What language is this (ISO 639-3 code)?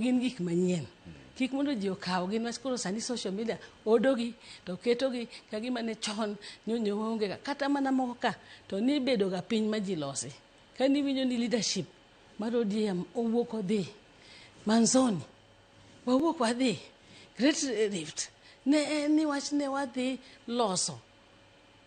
luo